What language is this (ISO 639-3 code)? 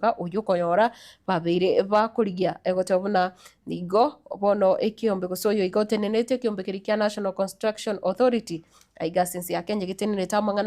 guz